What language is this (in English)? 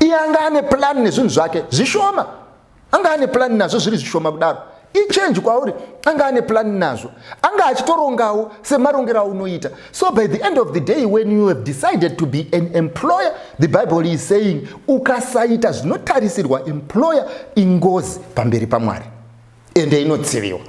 Shona